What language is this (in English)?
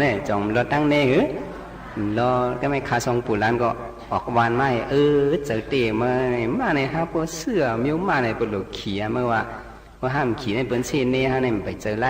Shan